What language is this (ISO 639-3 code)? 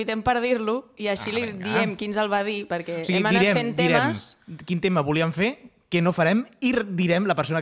cat